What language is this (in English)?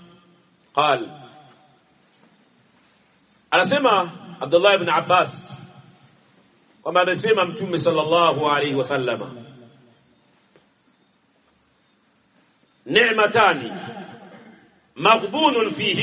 Swahili